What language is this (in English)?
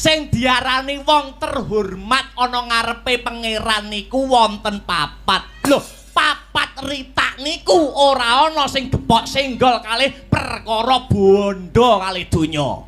Javanese